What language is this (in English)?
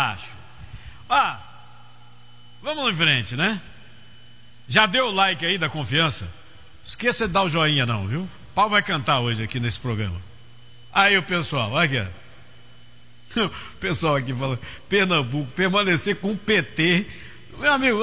Portuguese